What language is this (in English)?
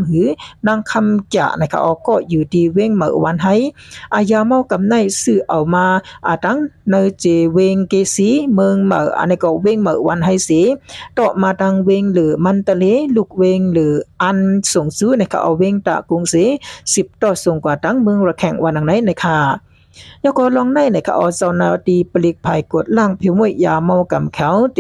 Shan